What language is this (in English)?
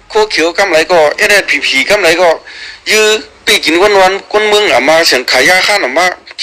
Shan